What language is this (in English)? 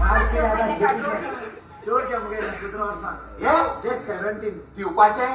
Konkani